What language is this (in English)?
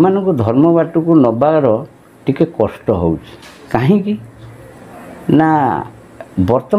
Odia